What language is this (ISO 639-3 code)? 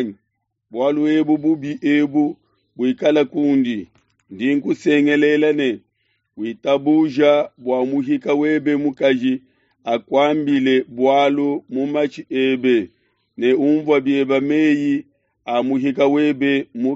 lua